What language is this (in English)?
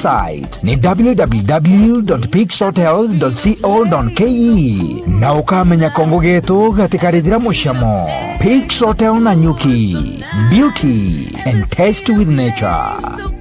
Meru